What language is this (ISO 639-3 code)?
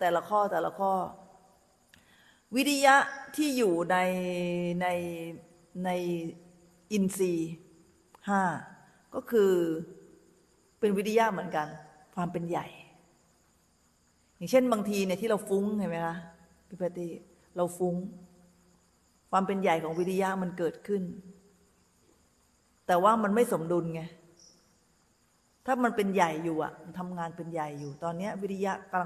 tha